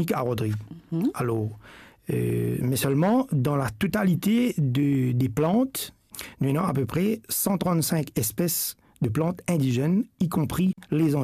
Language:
Morisyen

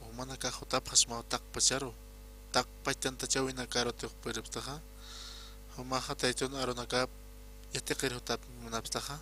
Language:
Aymara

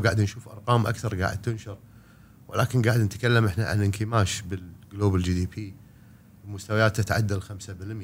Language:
Gulf Arabic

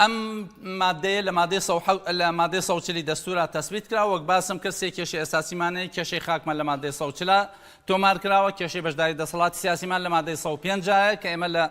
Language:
Central Kurdish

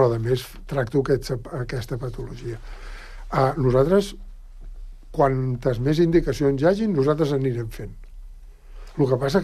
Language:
Catalan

